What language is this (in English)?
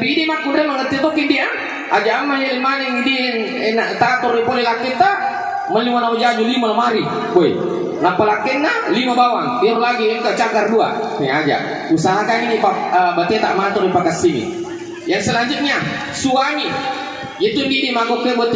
Buginese